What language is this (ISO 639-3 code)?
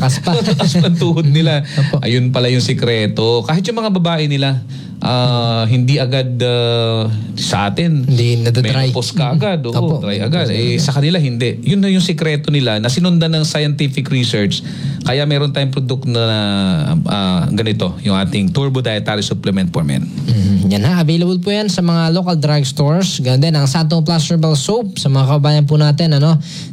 fil